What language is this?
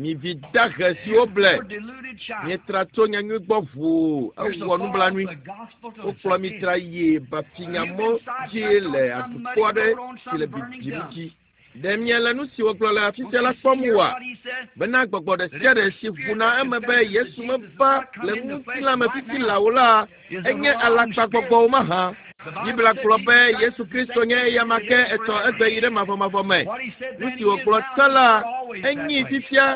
Ewe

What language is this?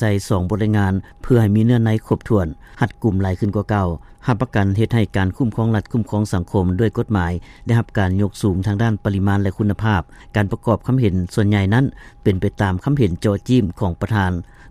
Lao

